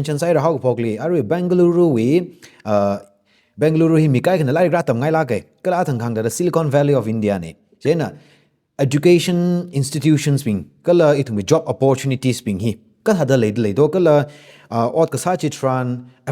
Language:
Tangkhul Naga (India)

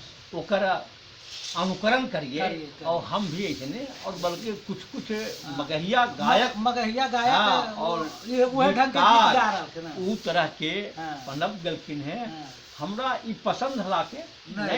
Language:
Magahi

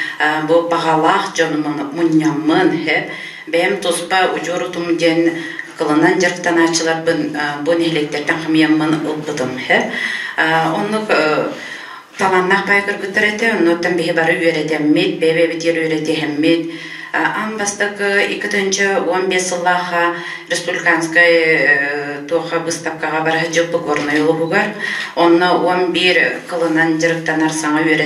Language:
Yakut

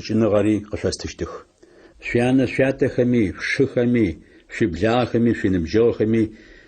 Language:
Adyghe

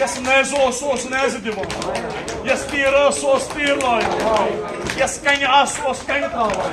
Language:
Kashmiri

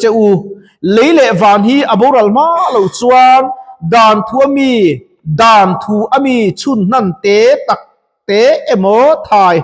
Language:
Mizo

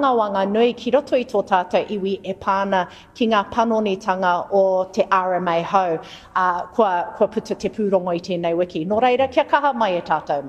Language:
Māori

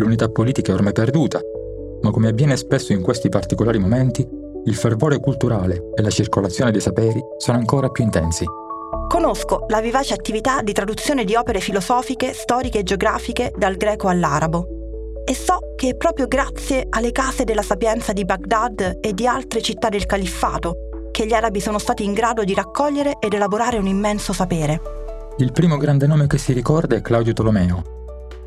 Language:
Italian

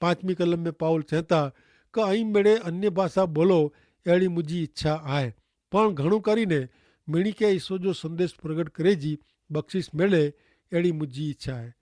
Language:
Kachhi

